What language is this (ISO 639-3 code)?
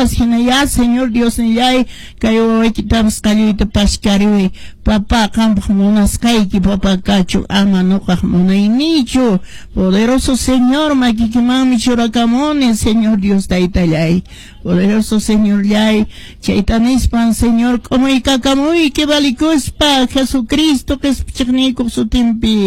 que